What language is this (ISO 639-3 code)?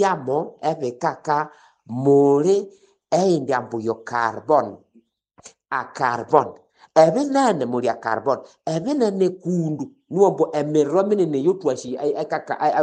nnb